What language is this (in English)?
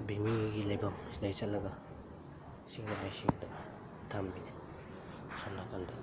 Manipuri